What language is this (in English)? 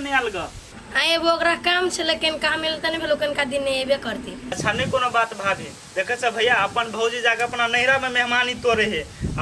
Maithili